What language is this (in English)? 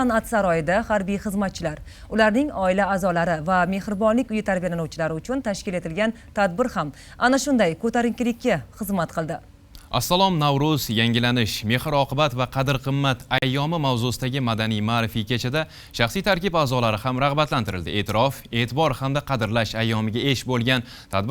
Uzbek